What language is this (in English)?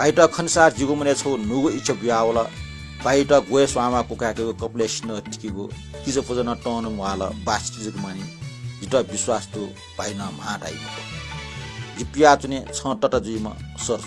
Newari